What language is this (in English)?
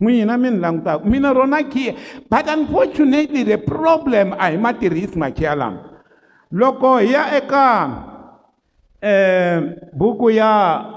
Tsonga